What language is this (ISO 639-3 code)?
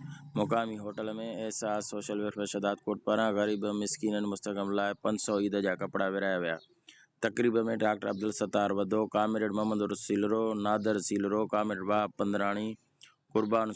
snd